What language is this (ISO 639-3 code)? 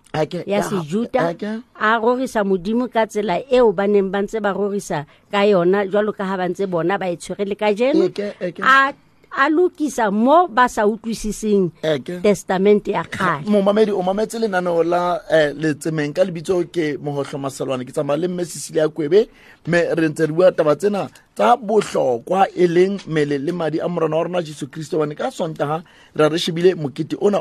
sot